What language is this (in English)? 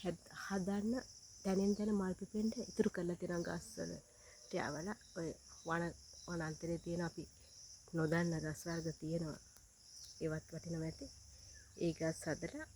Sinhala